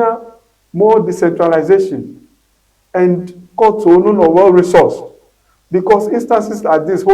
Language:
Ewe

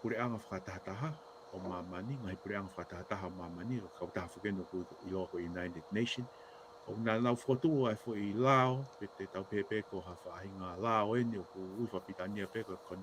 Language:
Tongan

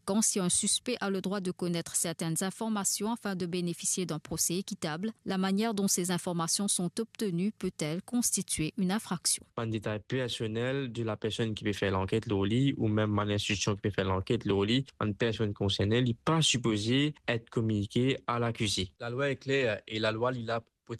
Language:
Morisyen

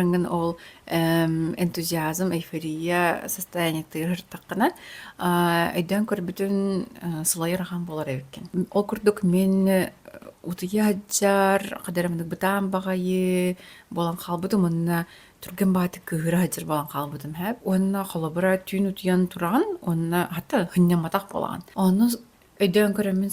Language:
Yakut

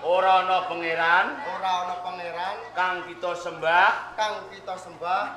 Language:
Javanese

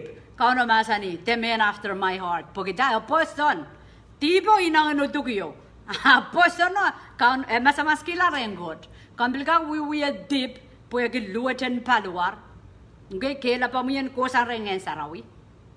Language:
Pohnpeian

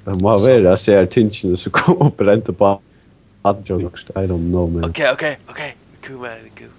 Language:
Faroese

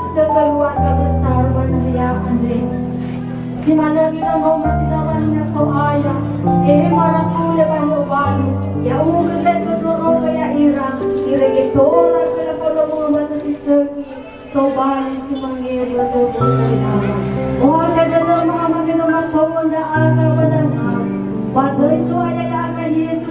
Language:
Nias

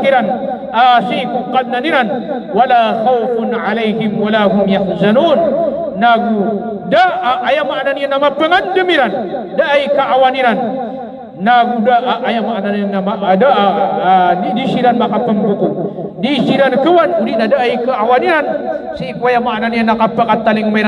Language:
Maranao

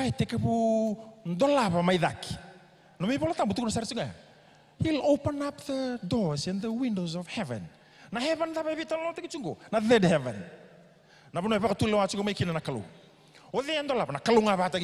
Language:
Fijian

